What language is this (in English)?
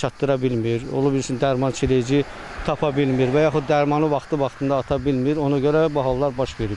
Azerbaijani